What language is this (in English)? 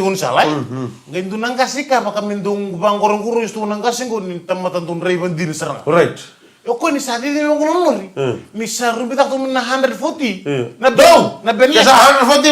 Fijian